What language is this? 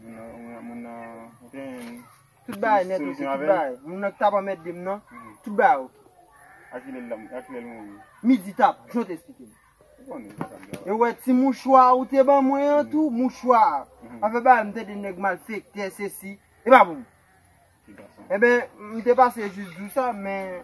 Haitian Creole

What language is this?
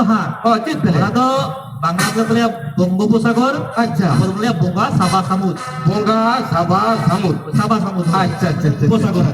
Santali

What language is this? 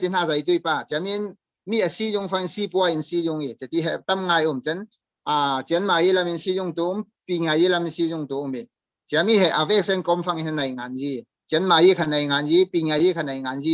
Falam Chin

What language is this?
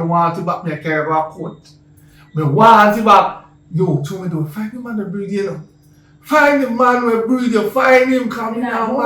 Jamaican Creole English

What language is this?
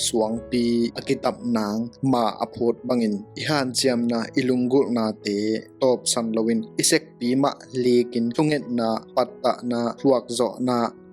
Tedim Chin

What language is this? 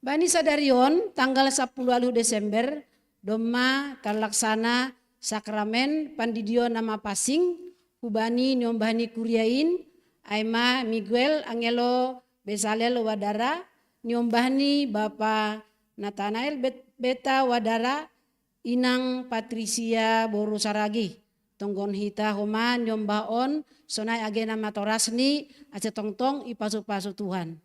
Batak Simalungun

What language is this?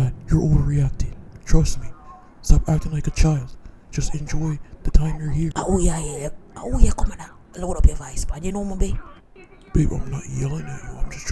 Jamaican Creole English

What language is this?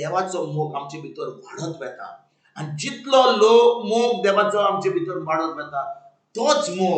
Konkani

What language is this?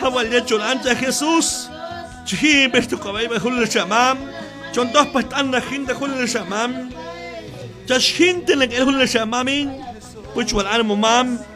Q'anjob'al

